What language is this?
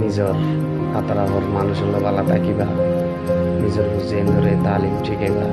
Rohingya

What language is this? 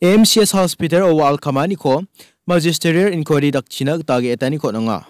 Garo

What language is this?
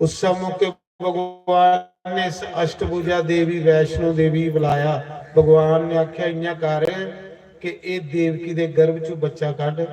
Dogri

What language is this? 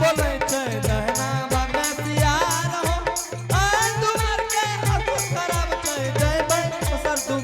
Angika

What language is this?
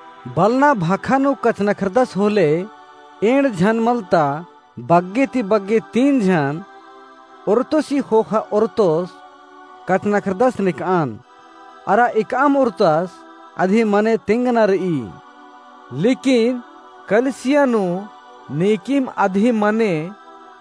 Kurukh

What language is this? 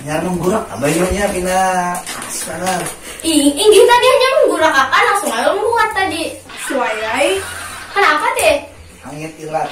Banjar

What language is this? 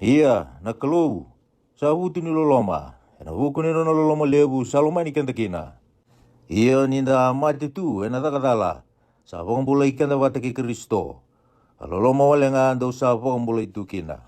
Fijian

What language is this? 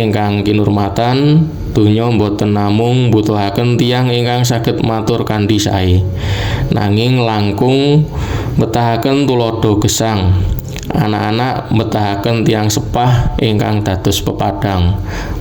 Javanese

